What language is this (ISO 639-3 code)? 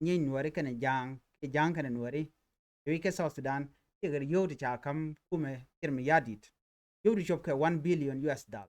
nus